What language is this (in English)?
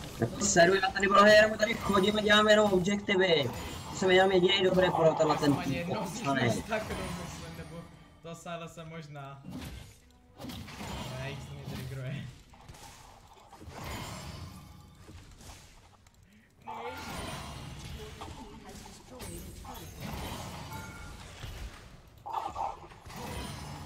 Czech